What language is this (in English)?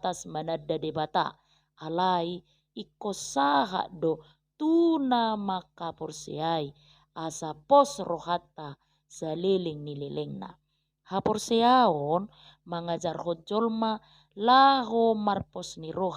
Batak Toba